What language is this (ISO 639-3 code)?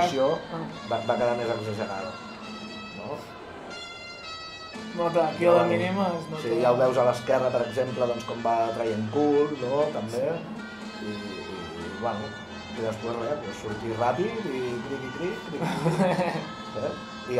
cat